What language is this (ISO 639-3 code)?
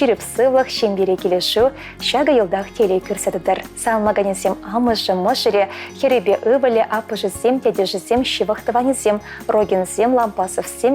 chv